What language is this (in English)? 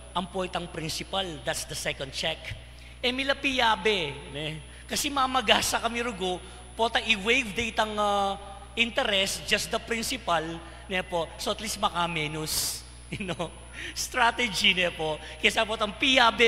Pampanga